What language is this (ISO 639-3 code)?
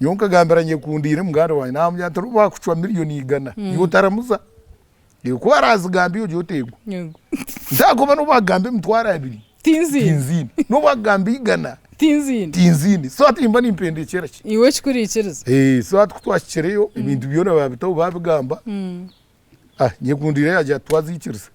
nyn